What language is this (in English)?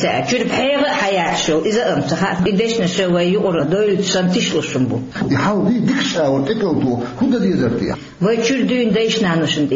Chechen